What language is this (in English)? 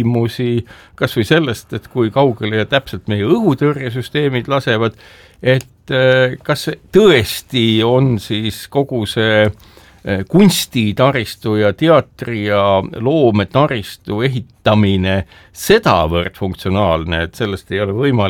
Estonian